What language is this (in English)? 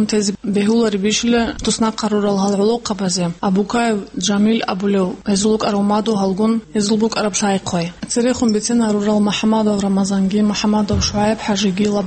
Avaric